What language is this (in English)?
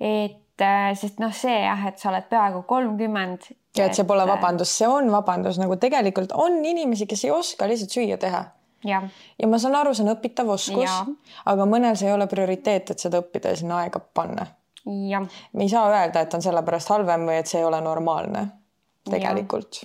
Estonian